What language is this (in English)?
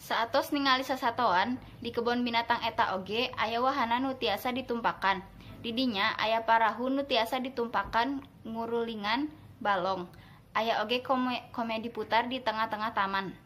Sundanese